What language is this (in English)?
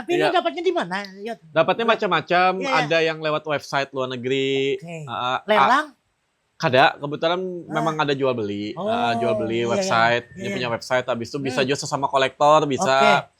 Banjar